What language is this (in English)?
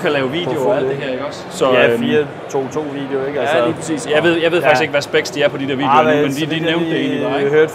Danish